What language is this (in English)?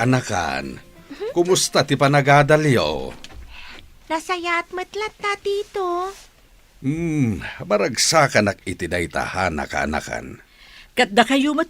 Iloko